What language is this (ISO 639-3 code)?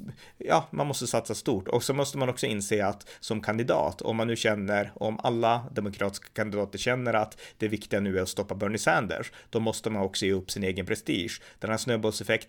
swe